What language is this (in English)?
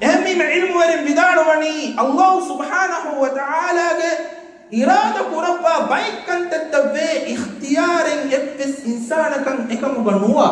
Divehi